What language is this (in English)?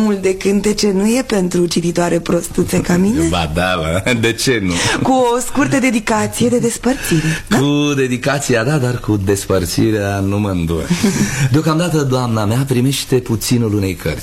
Romanian